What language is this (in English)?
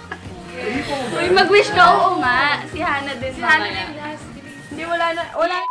Filipino